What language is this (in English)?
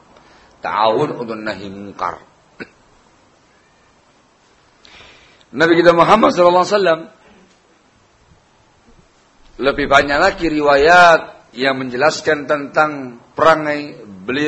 Indonesian